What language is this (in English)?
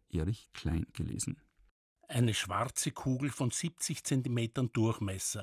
German